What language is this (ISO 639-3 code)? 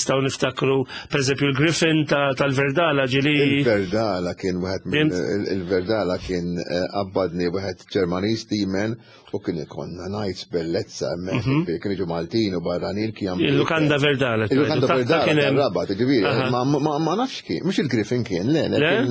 mlt